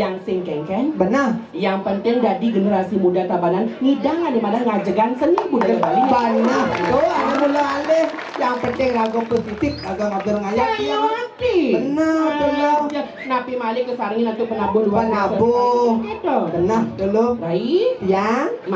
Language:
Balinese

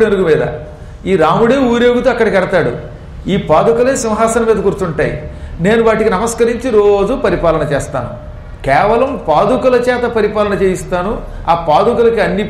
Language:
Telugu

